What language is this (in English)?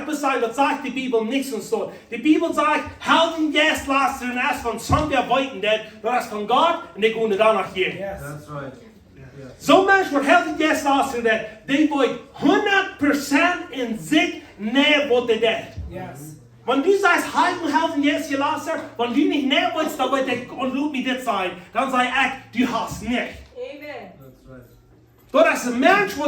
Plautdietsch